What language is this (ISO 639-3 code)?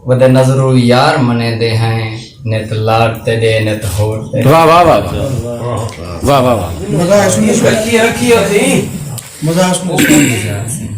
skr